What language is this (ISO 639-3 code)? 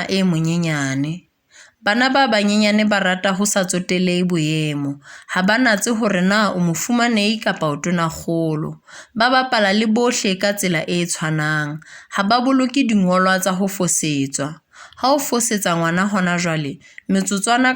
sot